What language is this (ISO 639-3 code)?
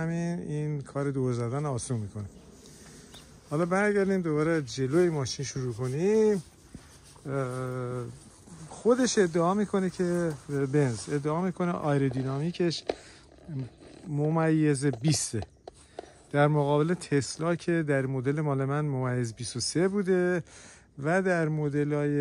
fas